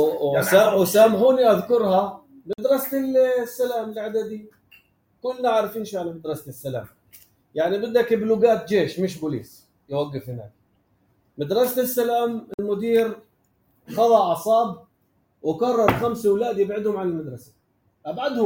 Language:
North Levantine Arabic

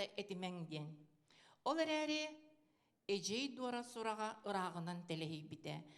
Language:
Yakut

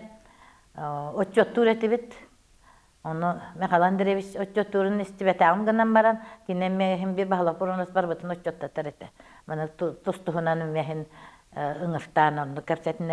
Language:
Yakut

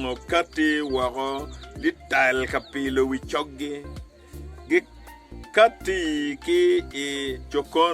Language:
Acoli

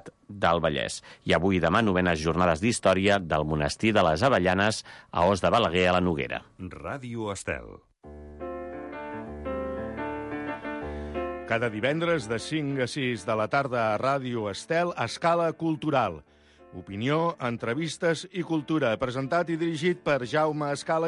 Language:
Catalan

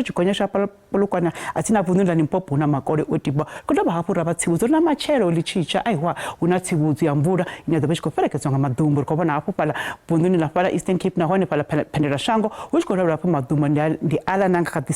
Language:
Venda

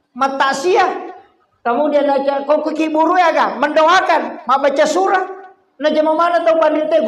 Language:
Buginese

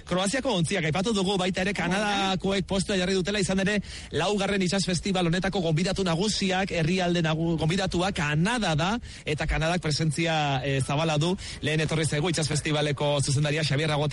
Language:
Basque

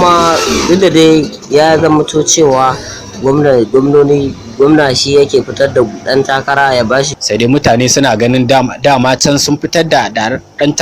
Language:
Hausa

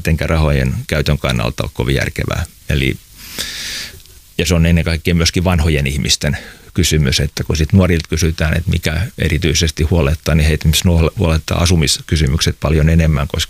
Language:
Finnish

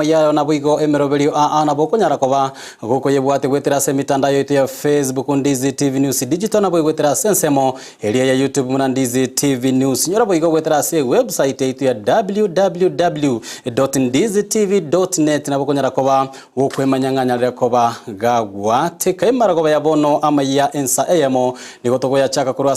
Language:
Gusii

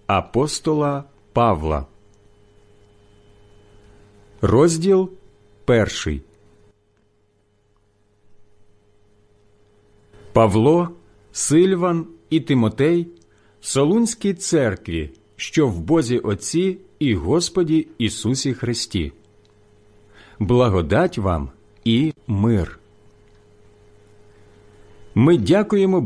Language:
Ukrainian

